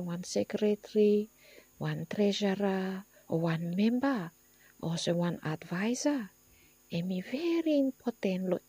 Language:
Bislama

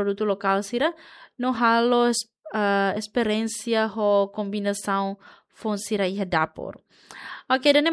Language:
Tetum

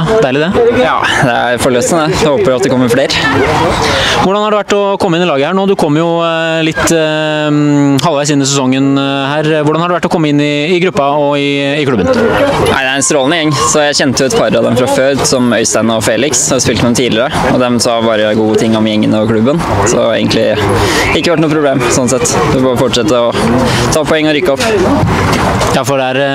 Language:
Norwegian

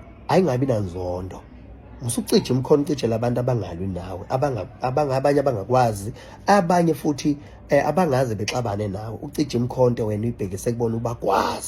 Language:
Zulu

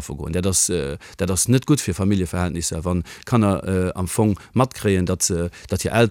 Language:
Luxembourgish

